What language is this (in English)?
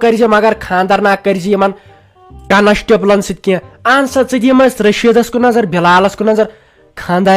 Kashmiri